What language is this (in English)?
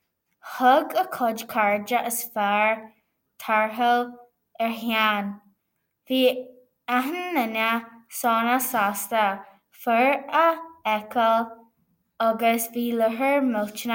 Irish